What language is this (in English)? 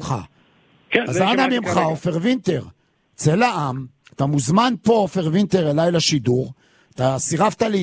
Hebrew